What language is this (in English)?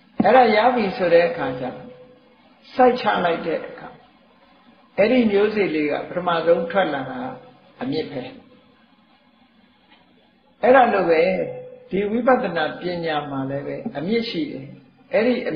Burmese